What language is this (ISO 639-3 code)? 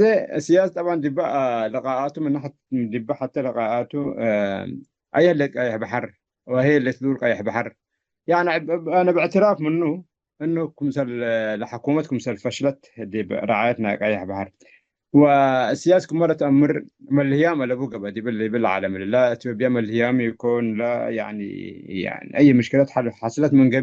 tig